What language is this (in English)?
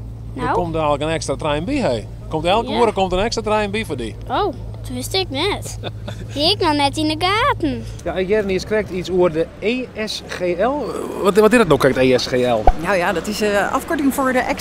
Western Frisian